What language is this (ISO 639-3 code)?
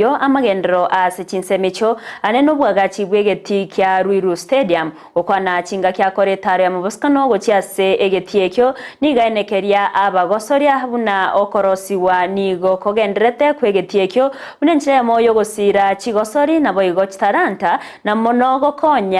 guz